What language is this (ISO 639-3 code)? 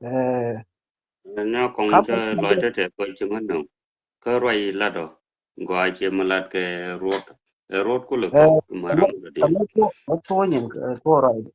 nus